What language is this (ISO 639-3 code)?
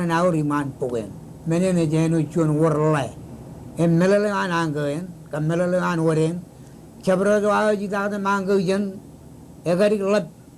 mah